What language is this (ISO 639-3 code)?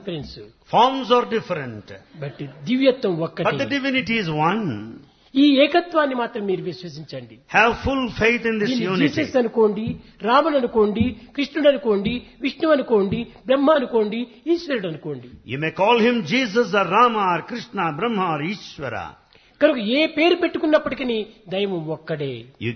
tel